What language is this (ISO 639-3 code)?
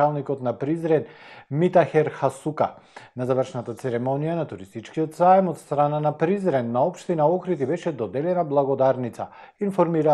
mkd